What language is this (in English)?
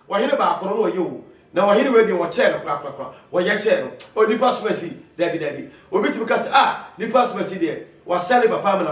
Akan